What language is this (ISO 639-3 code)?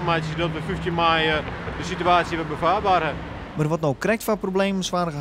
fry